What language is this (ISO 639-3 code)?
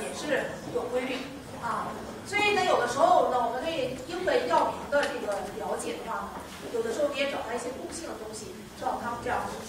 zho